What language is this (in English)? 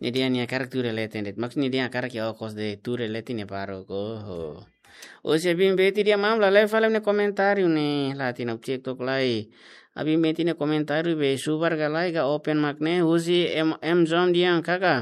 Tetum